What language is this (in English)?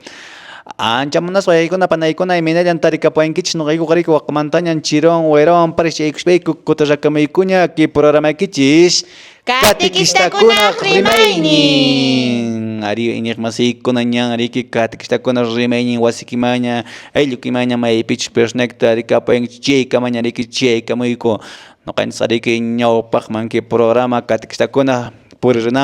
Quechua